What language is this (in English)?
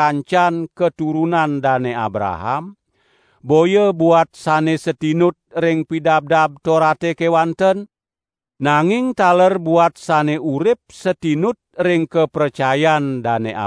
Balinese